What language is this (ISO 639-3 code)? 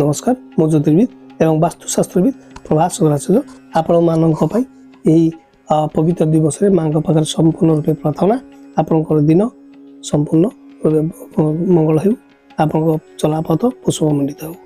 ori